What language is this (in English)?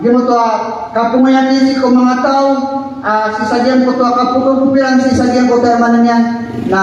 Maranao